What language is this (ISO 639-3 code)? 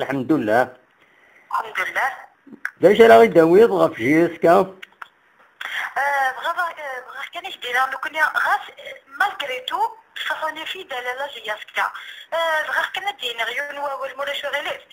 kab